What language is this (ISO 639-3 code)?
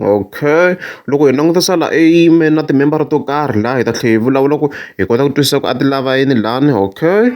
tso